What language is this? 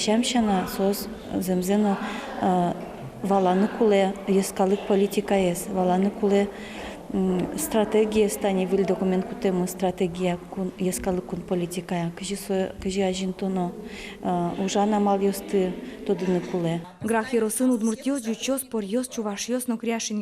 Udmurt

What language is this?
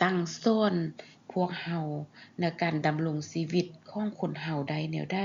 Lao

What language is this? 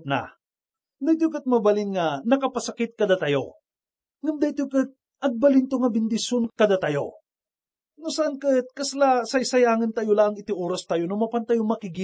Iloko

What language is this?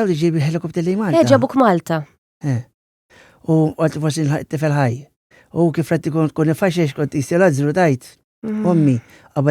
Maltese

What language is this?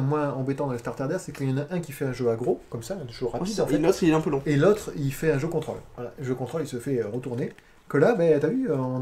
French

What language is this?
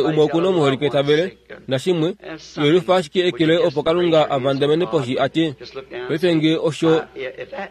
Kuanyama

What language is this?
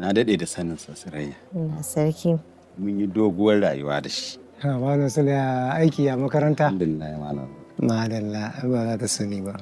Hausa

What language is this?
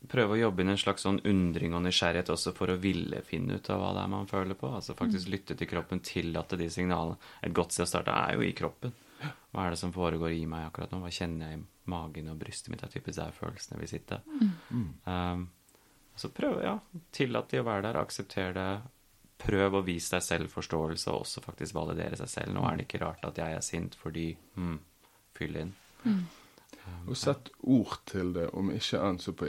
Norwegian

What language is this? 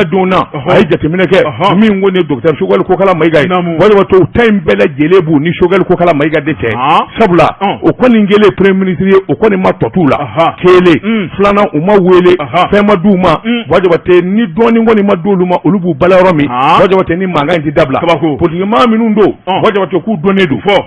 Bambara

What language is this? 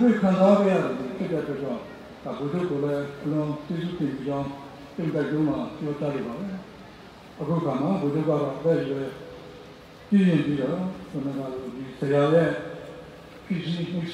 Burmese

